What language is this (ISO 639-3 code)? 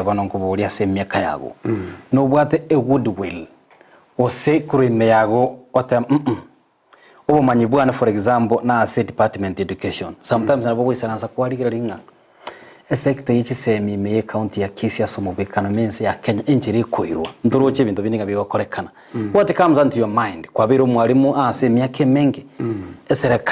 guz